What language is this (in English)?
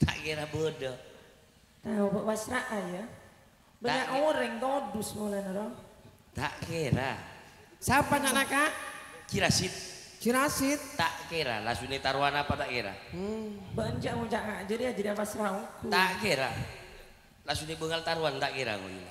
Madurese